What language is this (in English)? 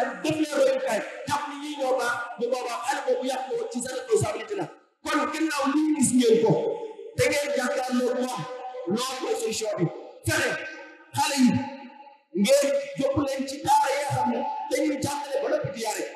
Wolof